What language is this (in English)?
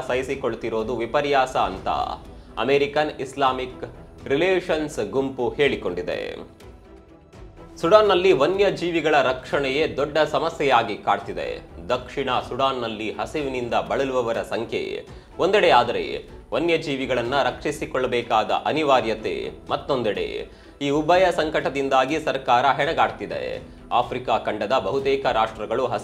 Kannada